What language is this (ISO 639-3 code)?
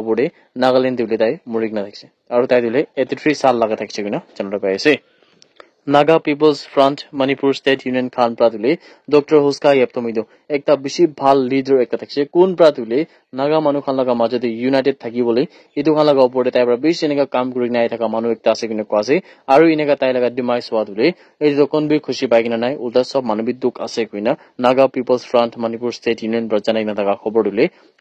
nag